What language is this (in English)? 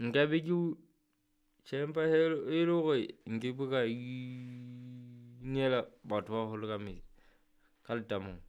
Southern Sotho